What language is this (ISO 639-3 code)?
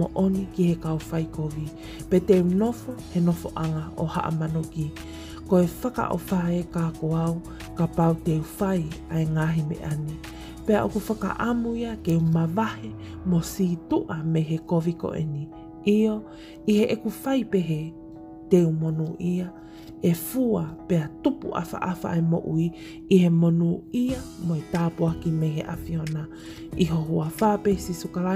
ton